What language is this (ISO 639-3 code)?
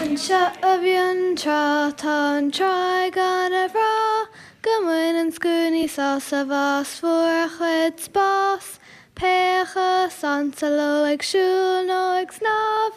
gle